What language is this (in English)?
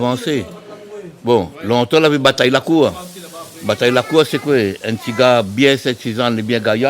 Réunion Creole French